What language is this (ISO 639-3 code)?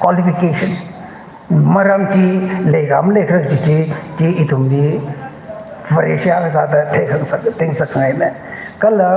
nmf